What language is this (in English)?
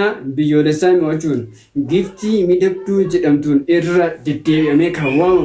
Oromo